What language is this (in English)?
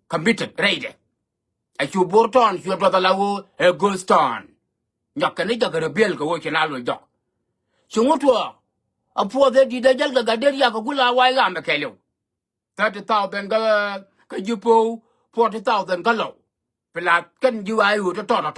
Nuer